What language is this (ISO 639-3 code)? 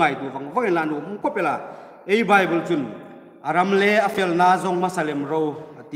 hmr